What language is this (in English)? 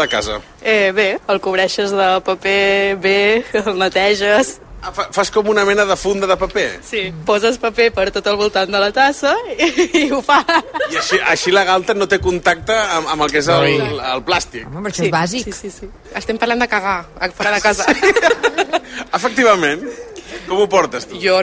Catalan